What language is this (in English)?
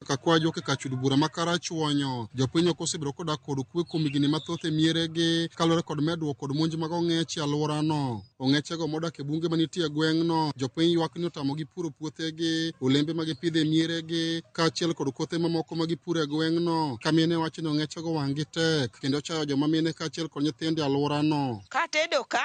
Luo (Kenya and Tanzania)